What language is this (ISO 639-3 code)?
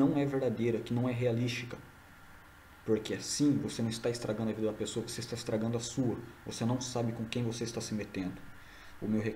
por